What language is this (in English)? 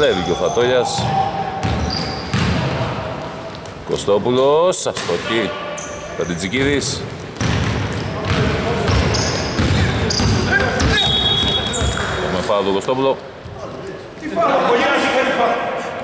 Greek